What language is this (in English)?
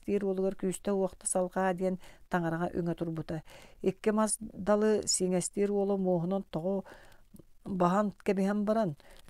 Yakut